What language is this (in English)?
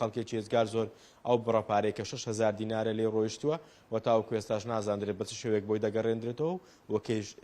Central Kurdish